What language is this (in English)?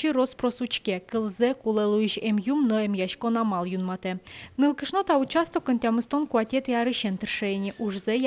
Udmurt